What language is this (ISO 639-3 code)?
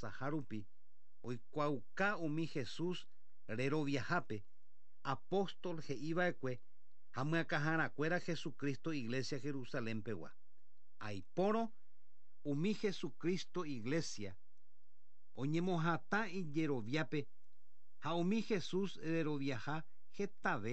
grn